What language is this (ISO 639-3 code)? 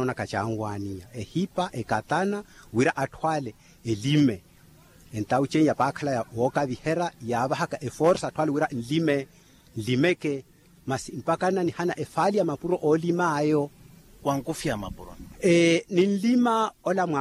vmw